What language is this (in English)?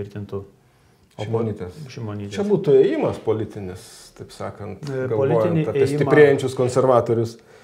Lithuanian